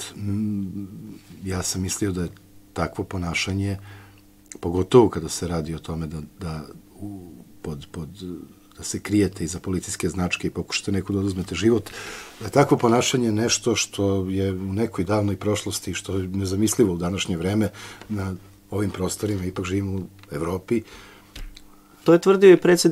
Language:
Serbian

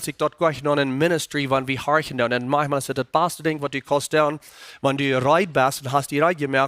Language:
Plautdietsch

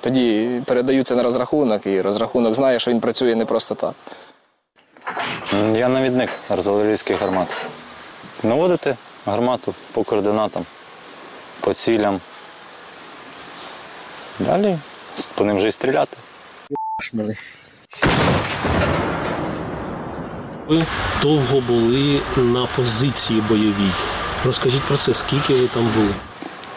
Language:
Ukrainian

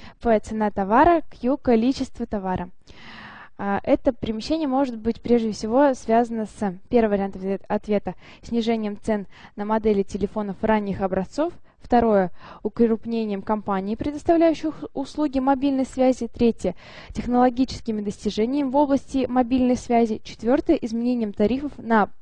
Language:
Russian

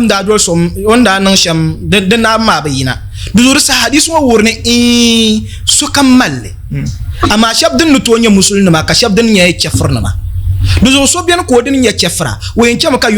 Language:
Dagbani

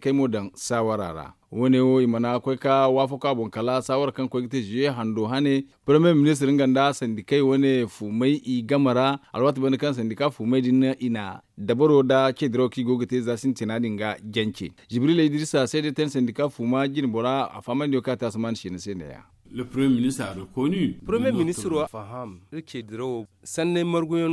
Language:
Zarma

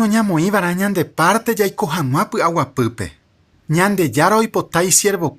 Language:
Guarani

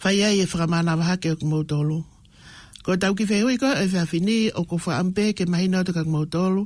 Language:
Tongan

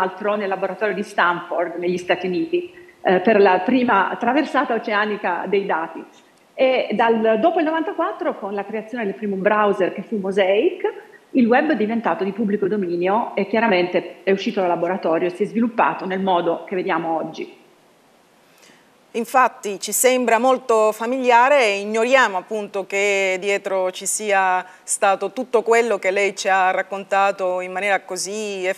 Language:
Italian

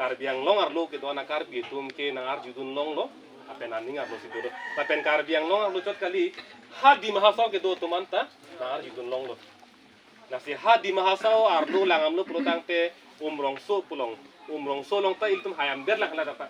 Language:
Karbi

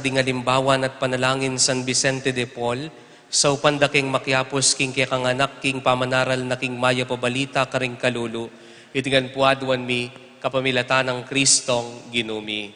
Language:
Pampanga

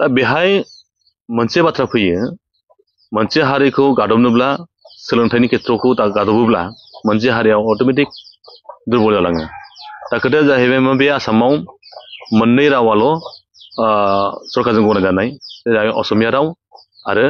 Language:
Bodo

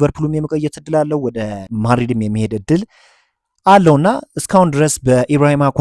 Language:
Amharic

